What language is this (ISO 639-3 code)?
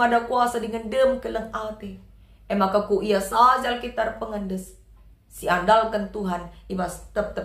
btx